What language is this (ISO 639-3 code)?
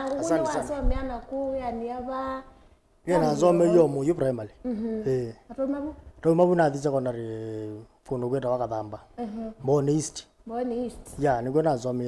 kam